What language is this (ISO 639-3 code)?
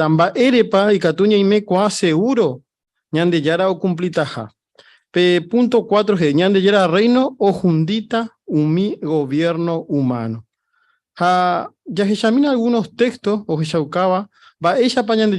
grn